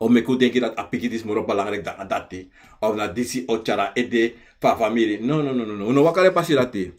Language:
Sranan Tongo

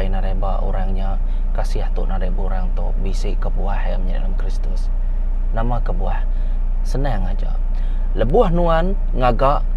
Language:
Iban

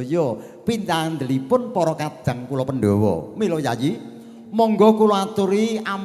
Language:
Javanese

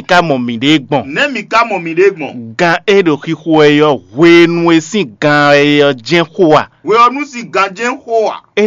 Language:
Fon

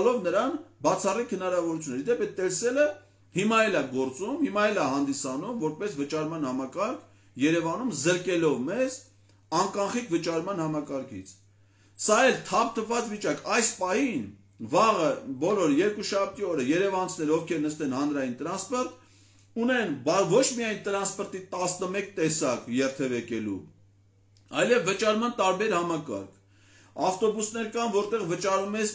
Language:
Armenian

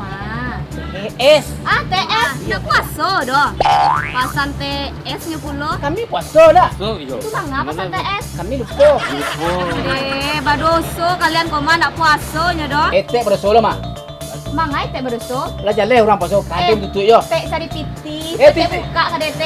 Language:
Minangkabau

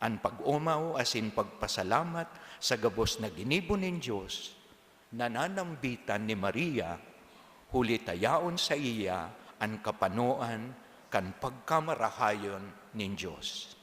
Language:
Bikol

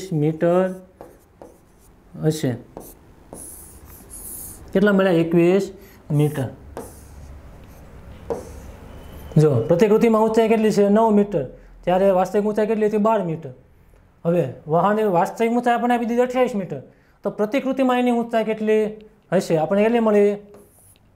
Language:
Gujarati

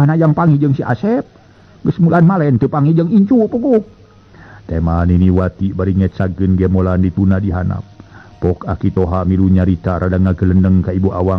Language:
Sundanese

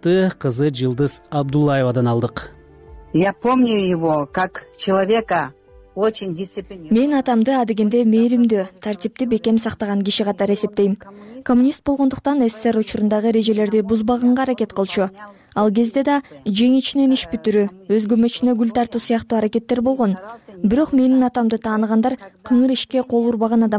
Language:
Kyrgyz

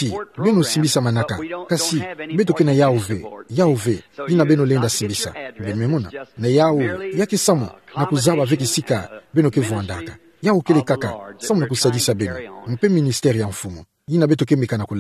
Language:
Kituba (Democratic Republic of Congo)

